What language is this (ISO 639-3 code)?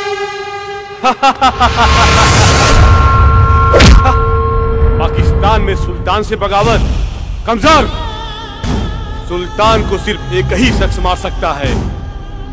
bho